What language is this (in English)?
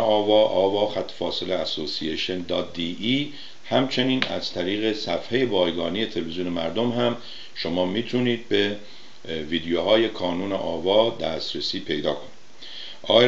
Persian